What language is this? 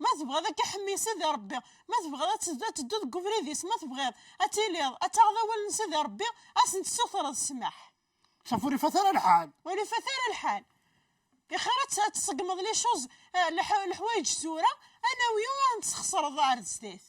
Kabyle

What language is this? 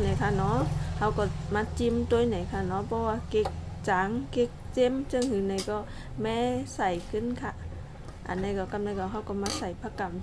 Shan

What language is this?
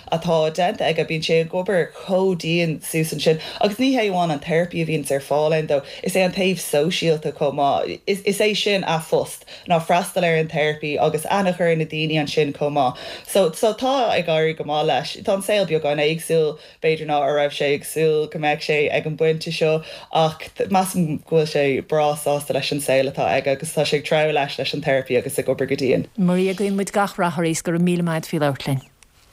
Irish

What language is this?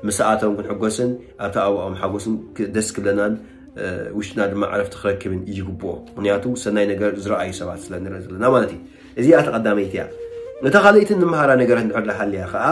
Tigrinya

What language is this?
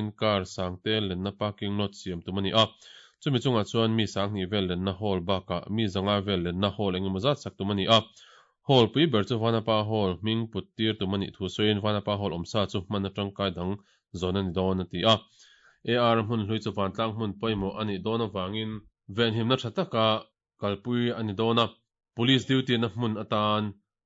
Mizo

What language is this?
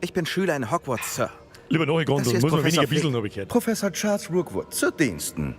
Bavarian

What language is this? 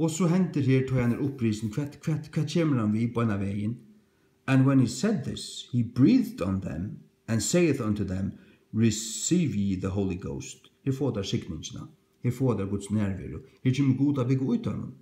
Faroese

